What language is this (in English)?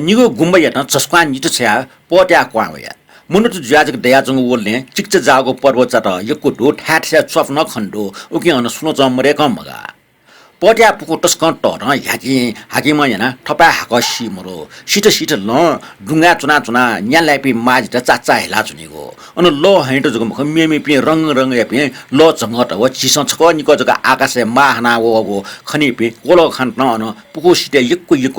Newari